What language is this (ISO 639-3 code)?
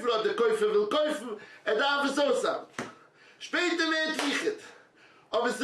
yid